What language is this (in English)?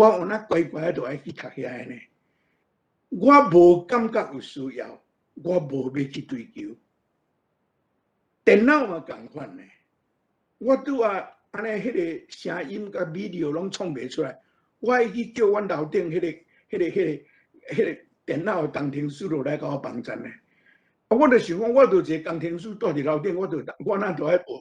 Min Nan Chinese